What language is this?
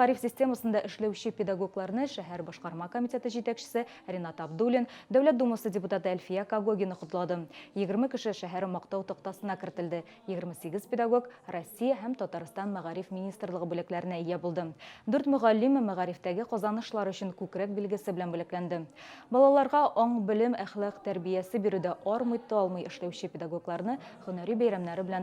Tatar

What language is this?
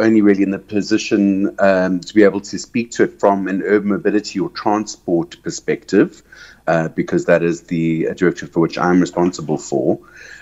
English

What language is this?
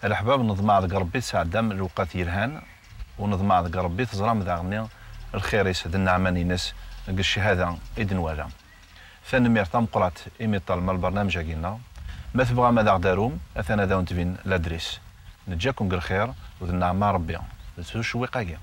Kabyle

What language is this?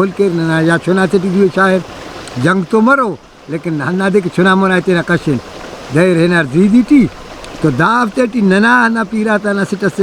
Brahui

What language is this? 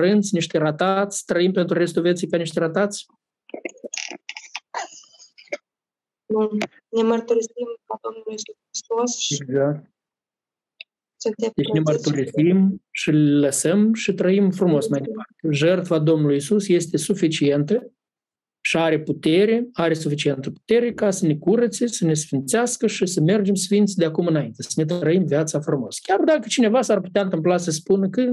Romanian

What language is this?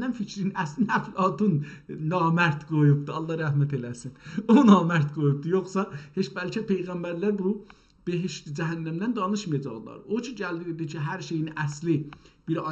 South Azerbaijani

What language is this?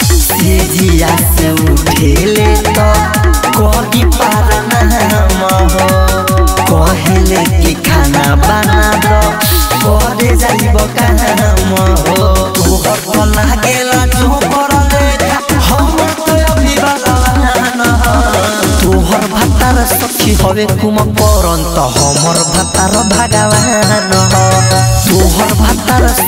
Bhojpuri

